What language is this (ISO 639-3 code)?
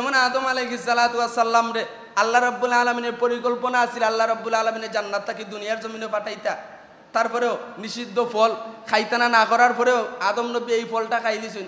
syl